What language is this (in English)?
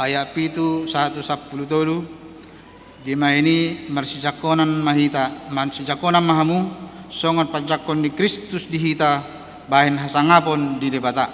Batak Toba